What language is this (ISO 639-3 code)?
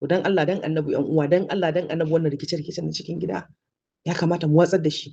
hau